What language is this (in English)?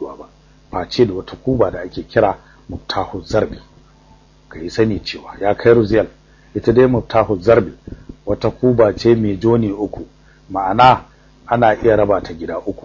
Hausa